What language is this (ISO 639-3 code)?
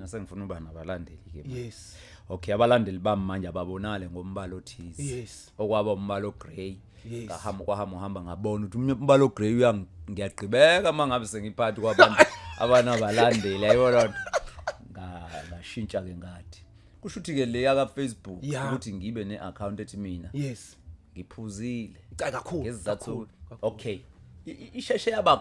zul